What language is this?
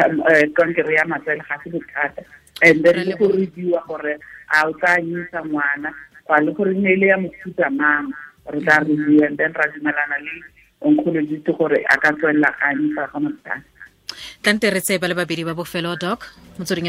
Tswana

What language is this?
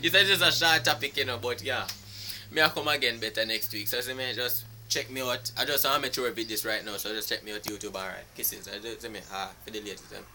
Jamaican Creole English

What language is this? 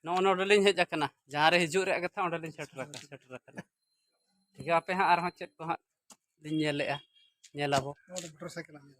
Santali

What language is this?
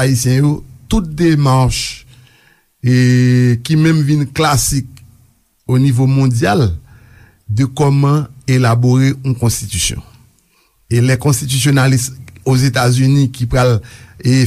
Haitian Creole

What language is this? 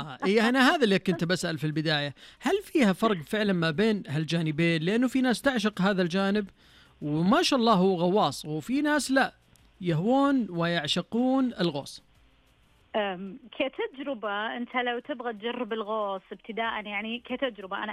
Najdi Arabic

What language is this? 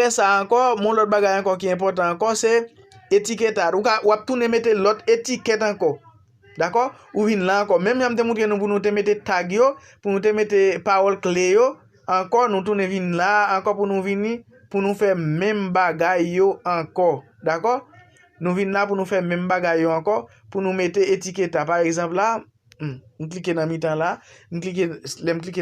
Haitian Creole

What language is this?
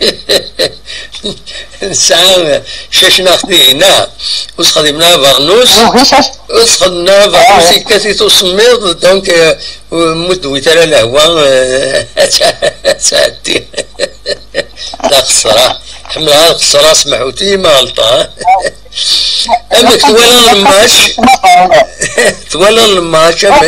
Kabyle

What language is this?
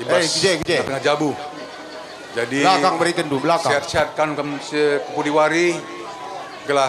Batak Karo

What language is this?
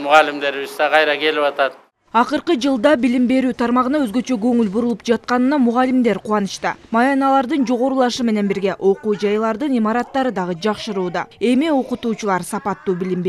Kyrgyz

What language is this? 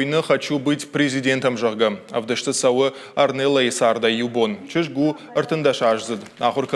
Ossetic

